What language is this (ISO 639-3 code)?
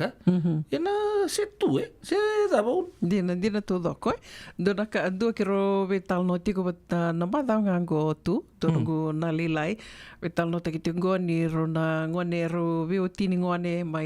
fij